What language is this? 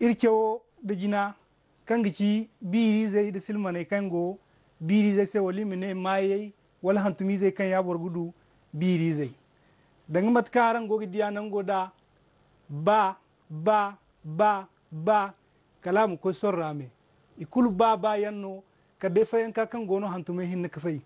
Zarma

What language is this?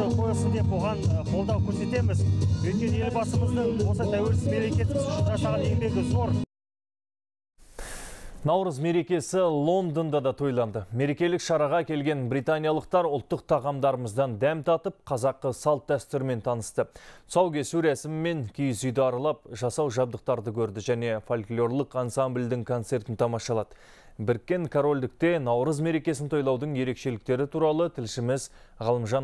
Kazakh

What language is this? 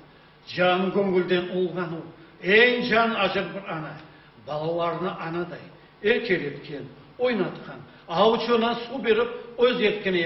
Crimean Tatar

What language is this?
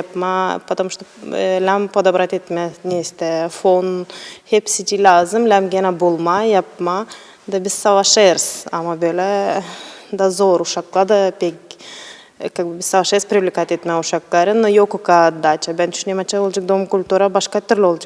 Gagauz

